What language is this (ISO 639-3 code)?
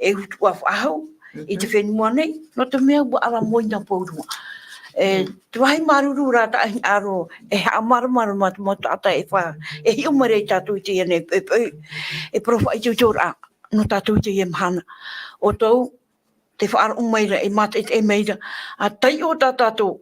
tah